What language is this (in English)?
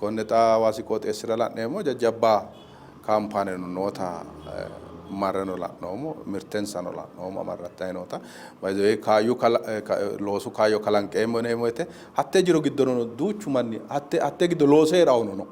Sidamo